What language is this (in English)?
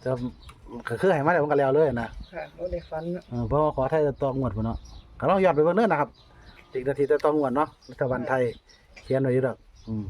Northeastern Thai